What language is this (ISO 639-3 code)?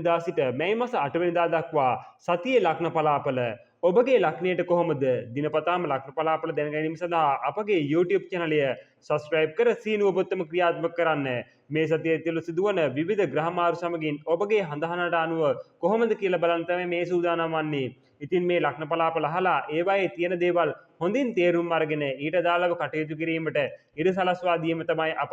sin